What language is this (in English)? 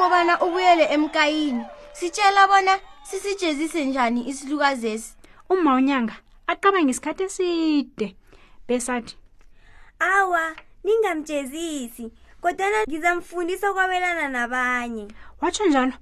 South Ndebele